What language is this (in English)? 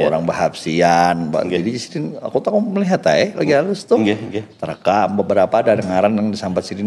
Banjar